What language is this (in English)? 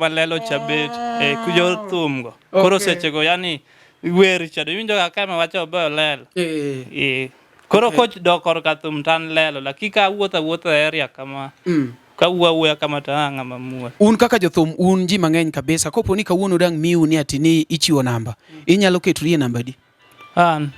Luo (Kenya and Tanzania)